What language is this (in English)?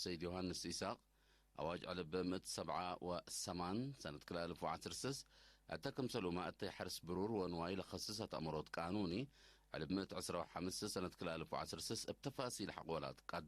Tigre